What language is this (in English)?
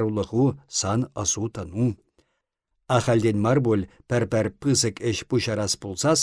Chuvash